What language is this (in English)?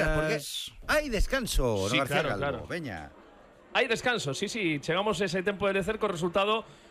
Galician